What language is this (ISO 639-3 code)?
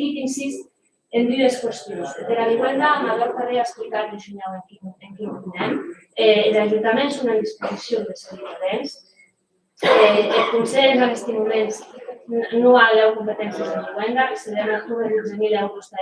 oci